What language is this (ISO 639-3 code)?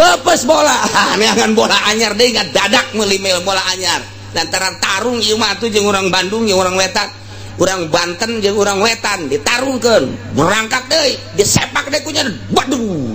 sun